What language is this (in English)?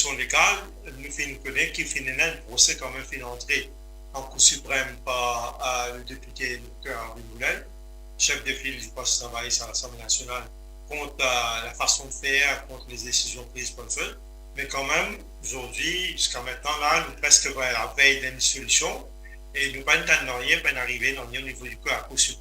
Morisyen